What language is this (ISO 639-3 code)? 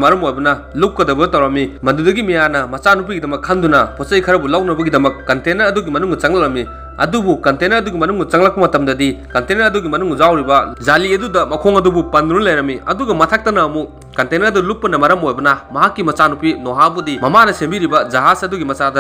mni